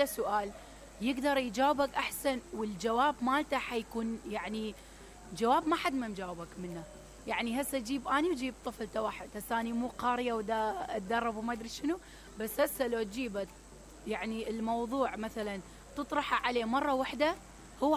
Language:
Mesopotamian Arabic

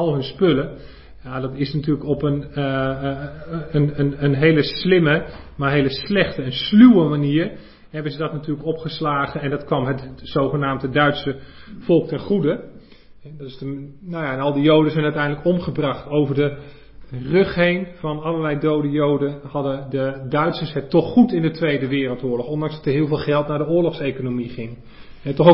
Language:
Dutch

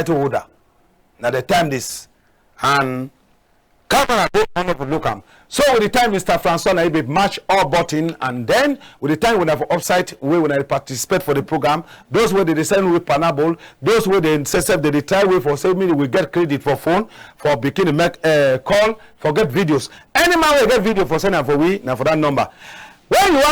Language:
Cameroon Pidgin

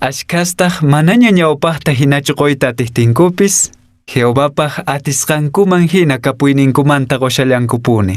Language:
Quechua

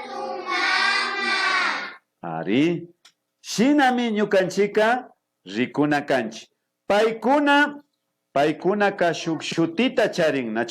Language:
Imbabura Highland Quichua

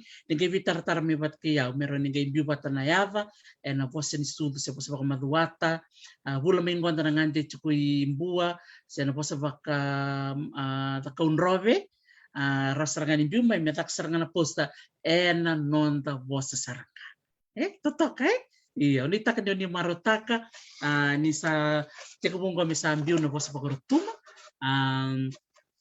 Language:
Fijian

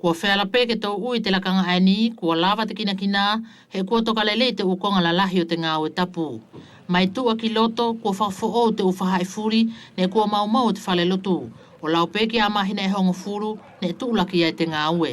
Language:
Wallisian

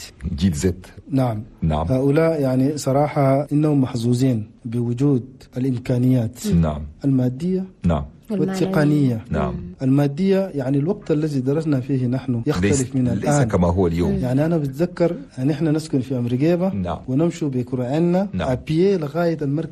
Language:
Chadian Arabic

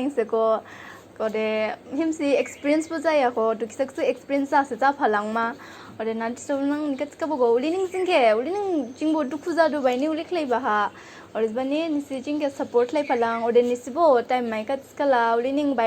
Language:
Dimasa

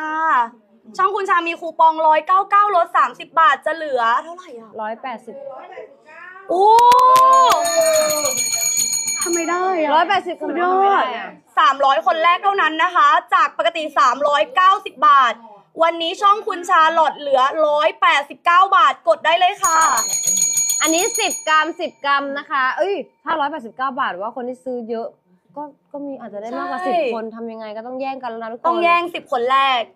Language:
Thai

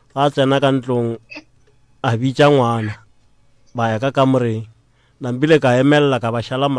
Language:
Northern Sotho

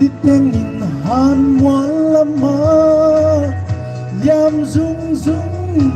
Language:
Paite Chin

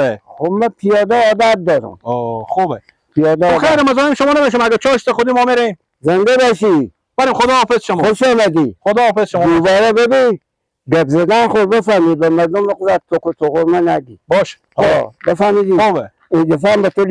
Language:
Persian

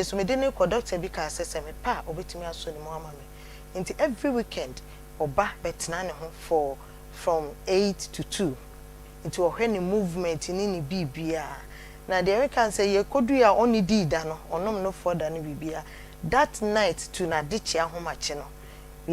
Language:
Akan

